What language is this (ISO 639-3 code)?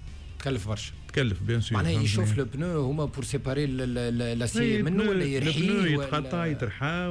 aeb